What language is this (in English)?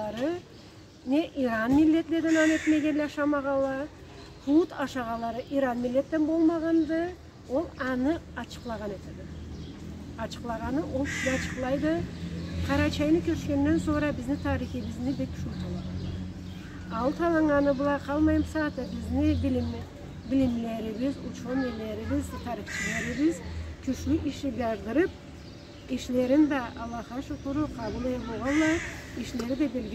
Karachay-Balkar